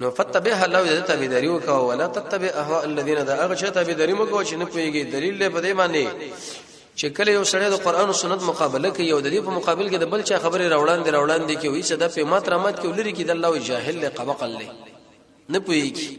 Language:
Pashto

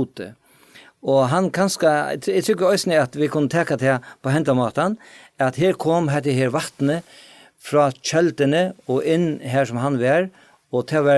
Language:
Faroese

